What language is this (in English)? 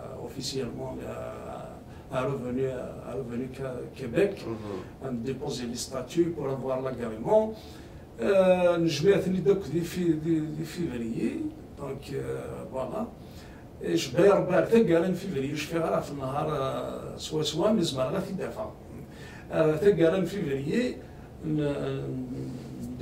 Kabyle